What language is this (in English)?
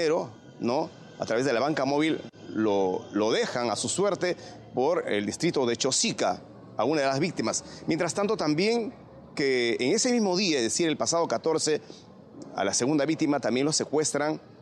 Spanish